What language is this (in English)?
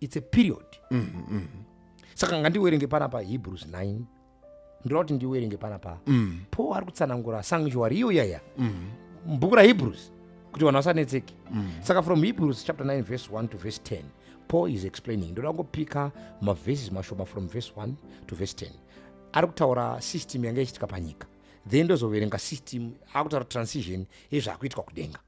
Shona